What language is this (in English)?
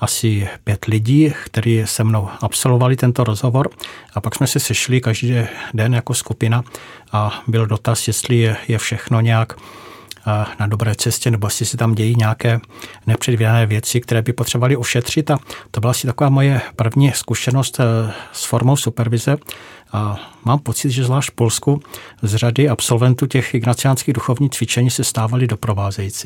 Czech